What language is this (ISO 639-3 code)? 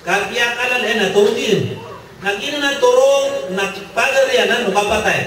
mrw